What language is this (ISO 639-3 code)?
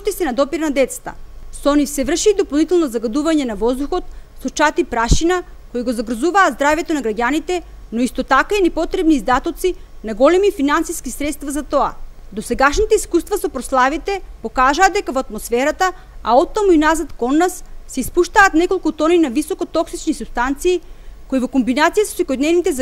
mkd